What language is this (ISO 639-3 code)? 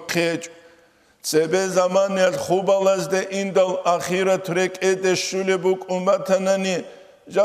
ava